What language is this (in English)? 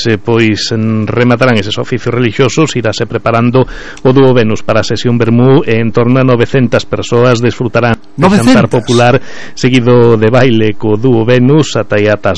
Galician